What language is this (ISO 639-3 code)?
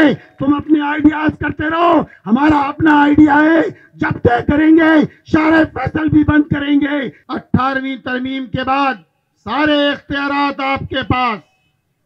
urd